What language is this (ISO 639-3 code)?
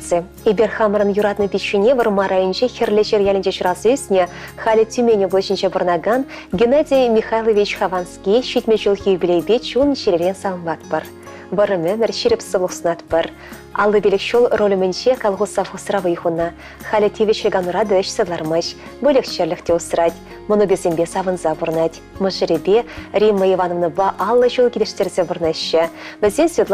chv